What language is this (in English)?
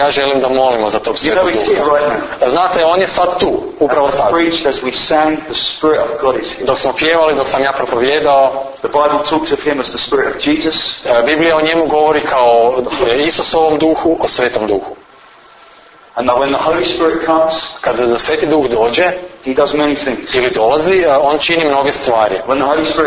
Croatian